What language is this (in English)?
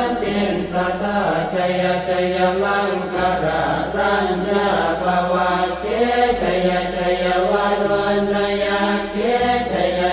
Pali